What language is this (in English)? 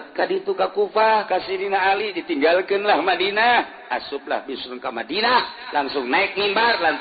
Sundanese